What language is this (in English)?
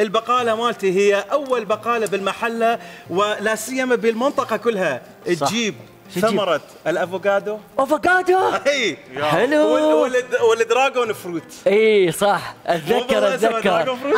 Mesopotamian Arabic